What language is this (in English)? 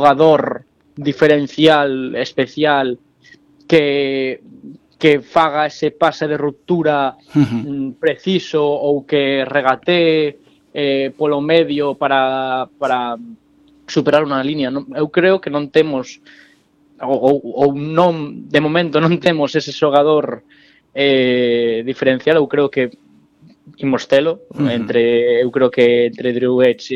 Galician